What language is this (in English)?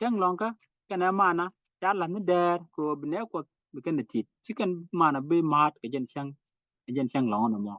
Nuer